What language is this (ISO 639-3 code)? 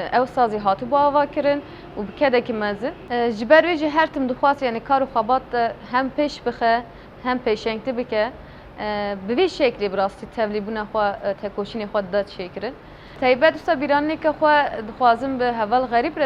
kur